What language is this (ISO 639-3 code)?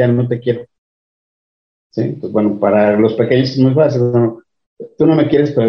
spa